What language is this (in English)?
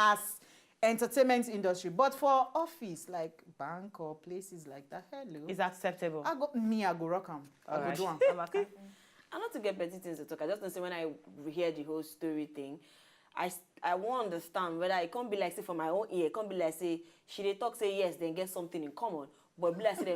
Nigerian Pidgin